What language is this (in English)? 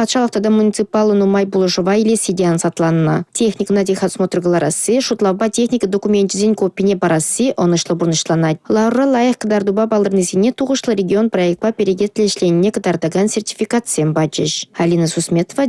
Chuvash